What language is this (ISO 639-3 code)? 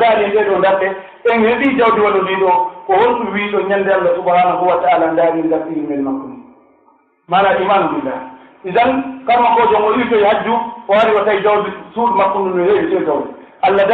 fuf